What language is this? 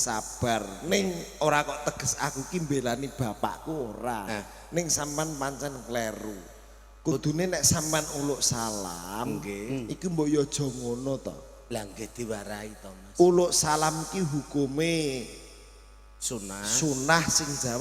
Javanese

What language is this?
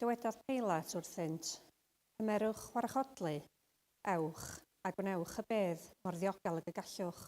Welsh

